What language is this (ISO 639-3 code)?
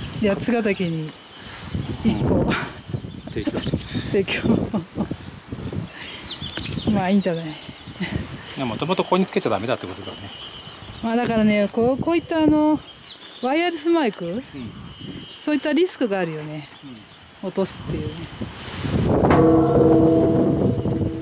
jpn